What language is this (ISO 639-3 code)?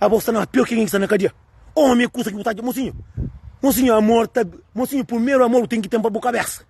kea